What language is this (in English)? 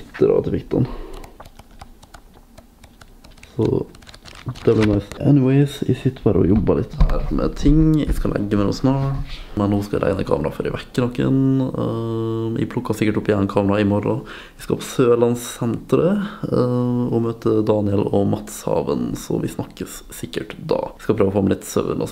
Norwegian